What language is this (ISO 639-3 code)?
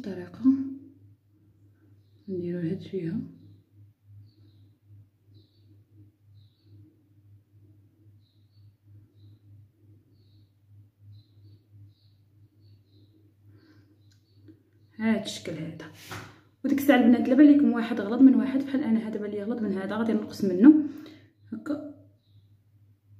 ary